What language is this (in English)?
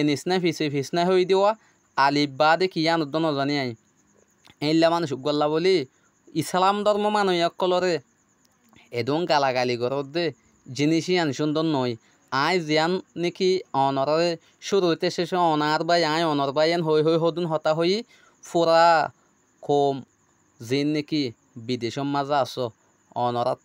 Rohingya